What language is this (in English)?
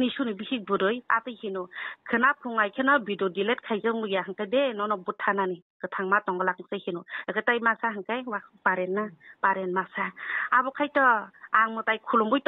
Kok Borok